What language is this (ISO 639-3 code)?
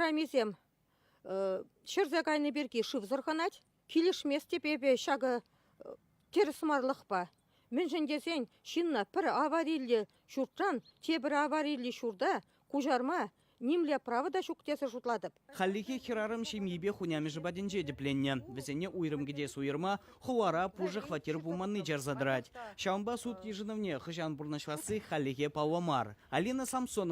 chv